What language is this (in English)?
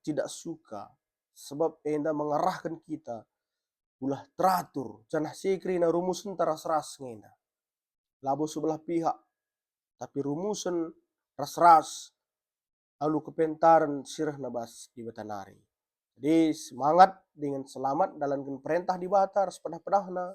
Batak Karo